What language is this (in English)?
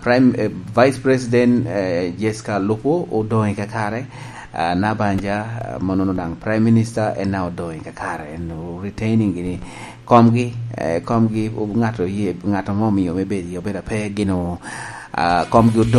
Lango (Uganda)